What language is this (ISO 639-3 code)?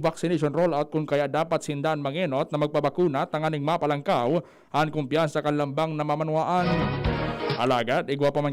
bik